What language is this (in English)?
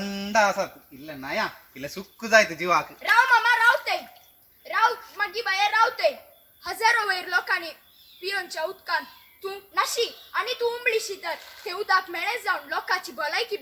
Konkani